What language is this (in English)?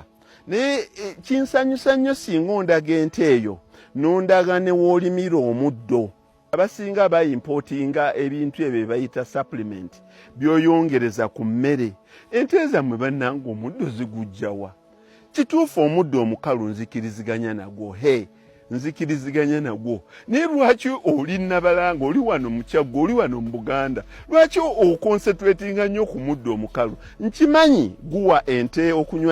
Ganda